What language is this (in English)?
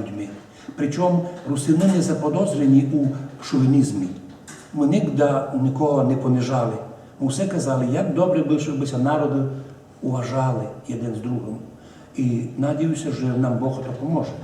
Rusyn